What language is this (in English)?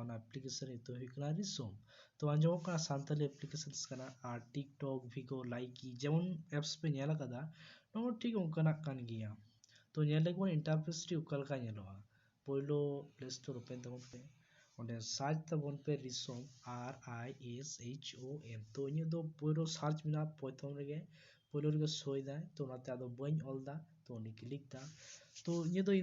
Santali